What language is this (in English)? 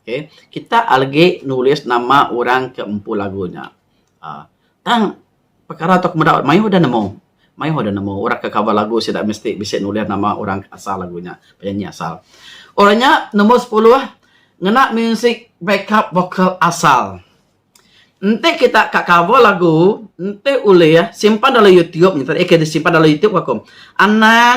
Iban